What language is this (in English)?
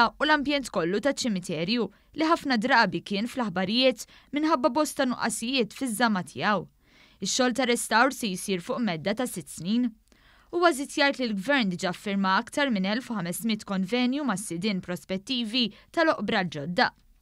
Maltese